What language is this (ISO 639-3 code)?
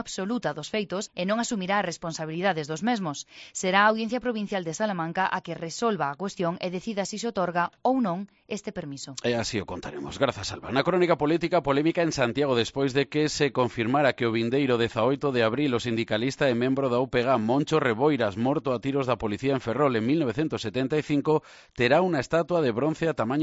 glg